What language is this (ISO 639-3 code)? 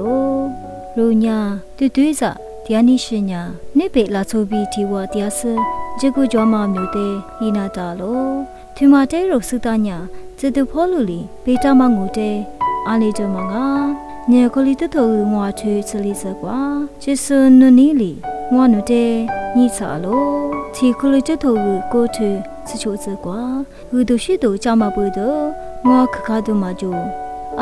lis